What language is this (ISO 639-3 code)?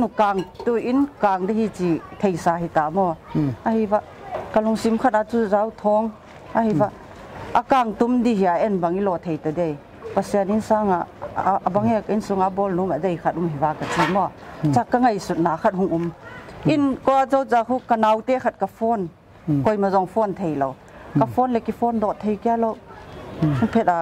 pck